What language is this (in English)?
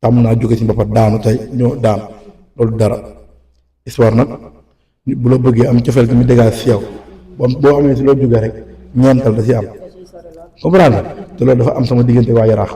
Wolof